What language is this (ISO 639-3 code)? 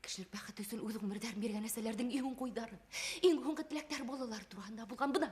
bak